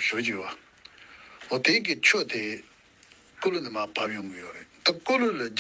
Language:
Tibetan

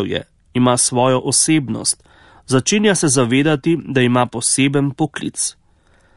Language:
Slovenian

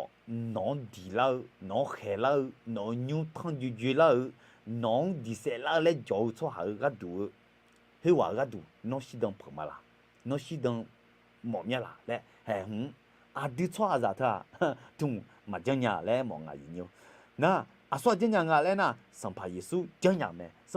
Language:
Akha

